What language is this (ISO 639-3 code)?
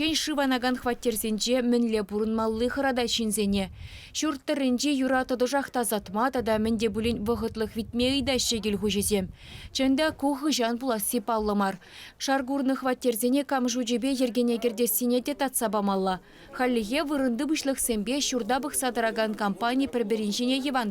chv